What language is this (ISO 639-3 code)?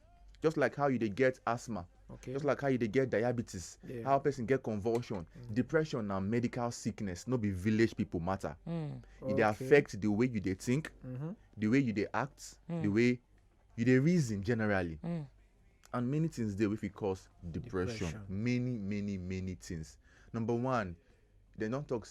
pcm